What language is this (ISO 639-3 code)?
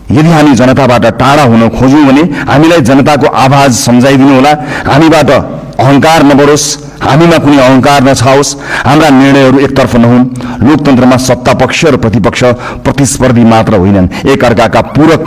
nep